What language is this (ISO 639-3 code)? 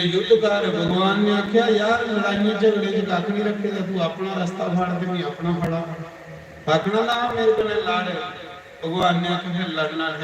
doi